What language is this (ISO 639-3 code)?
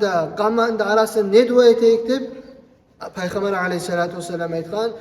kum